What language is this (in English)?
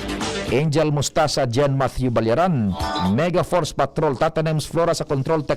Bikol